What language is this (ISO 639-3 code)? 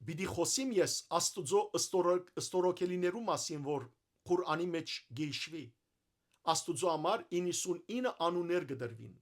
hyw